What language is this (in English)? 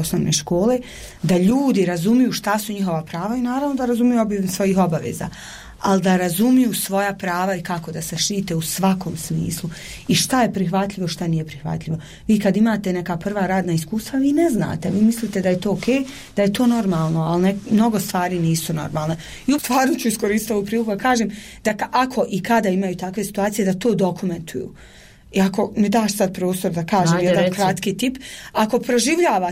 Bosnian